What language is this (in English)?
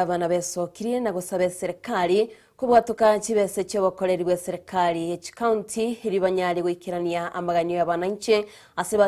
Gusii